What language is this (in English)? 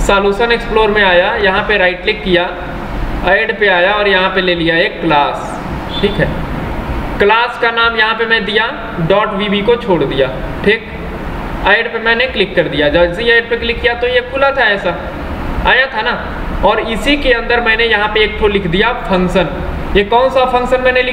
Hindi